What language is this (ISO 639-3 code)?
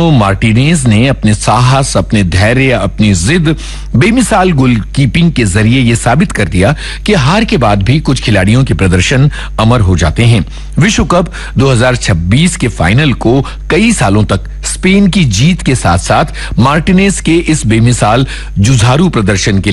hin